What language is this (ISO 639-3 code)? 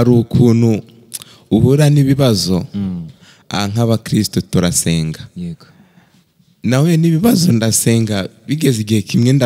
kin